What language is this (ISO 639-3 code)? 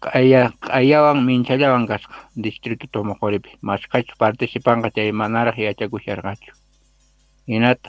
quh